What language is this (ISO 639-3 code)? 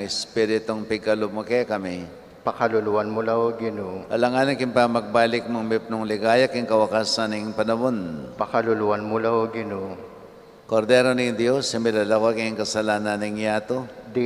pam